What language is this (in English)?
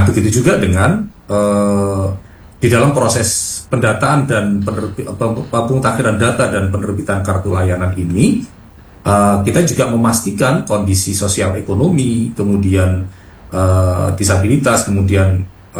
Indonesian